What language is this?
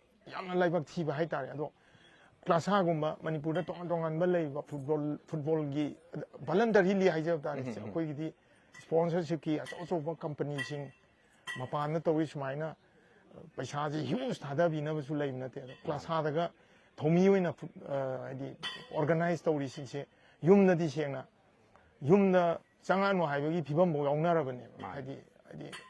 Manipuri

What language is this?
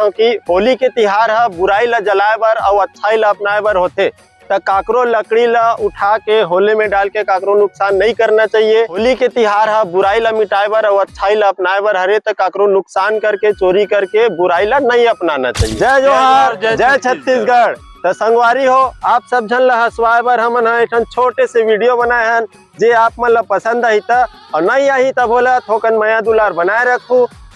Chhattisgarhi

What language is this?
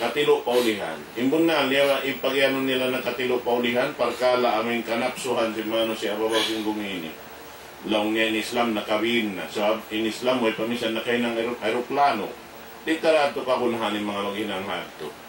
Tausug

